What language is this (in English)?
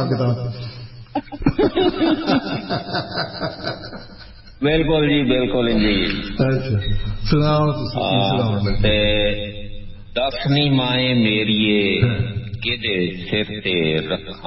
Punjabi